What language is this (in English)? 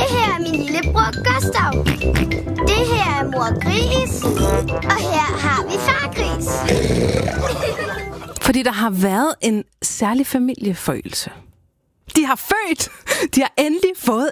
Danish